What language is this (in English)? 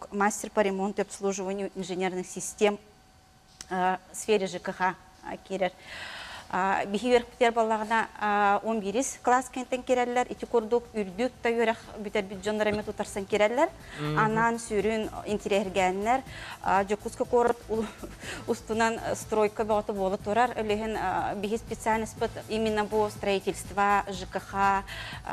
Yakut